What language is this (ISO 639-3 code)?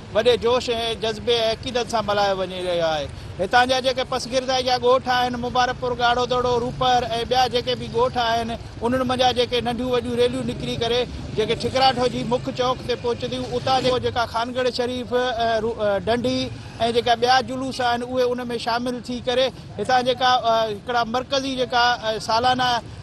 snd